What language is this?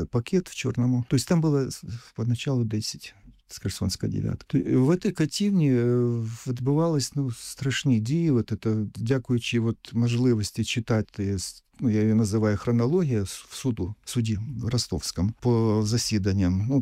Ukrainian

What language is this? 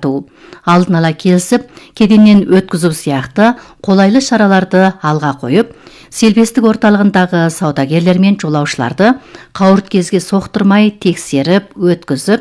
Kazakh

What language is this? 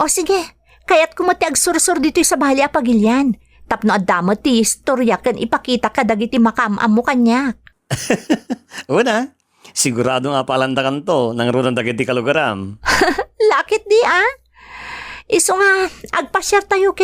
Iloko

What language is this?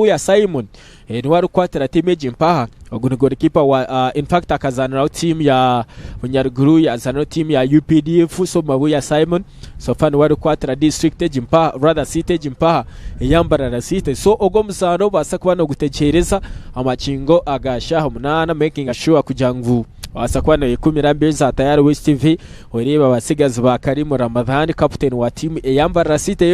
Nyankole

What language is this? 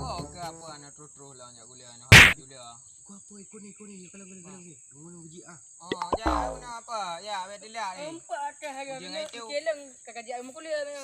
Achinese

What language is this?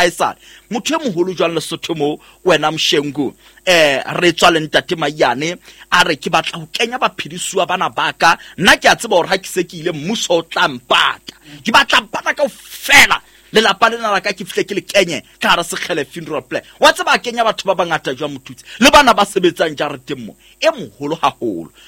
Southern Sotho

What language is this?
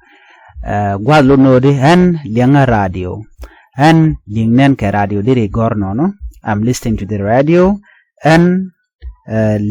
Nuer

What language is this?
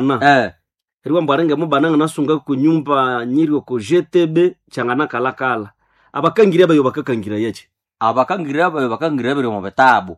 Nande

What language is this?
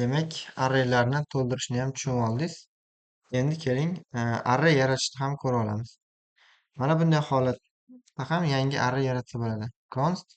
Uzbek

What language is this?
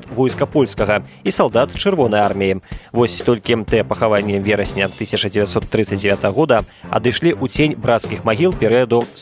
Belarusian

